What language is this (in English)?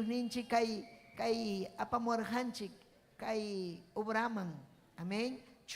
Ayacucho Quechua